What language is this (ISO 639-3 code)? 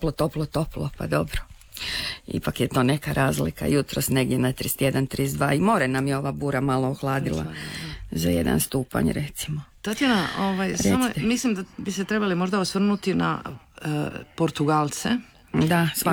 hrv